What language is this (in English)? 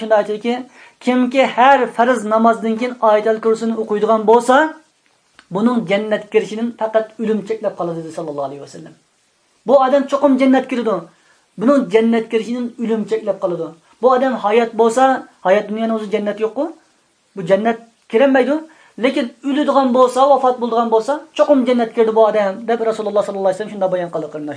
Uyghur